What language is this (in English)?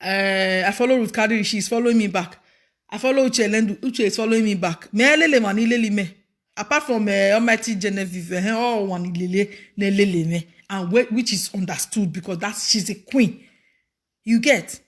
Nigerian Pidgin